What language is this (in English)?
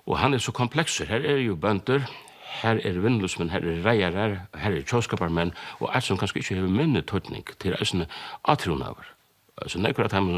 Faroese